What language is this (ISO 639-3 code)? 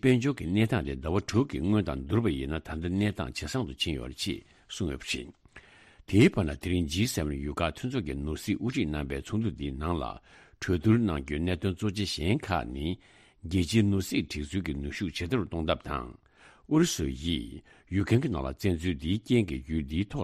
bod